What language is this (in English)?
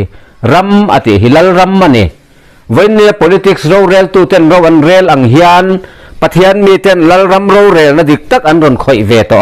Mizo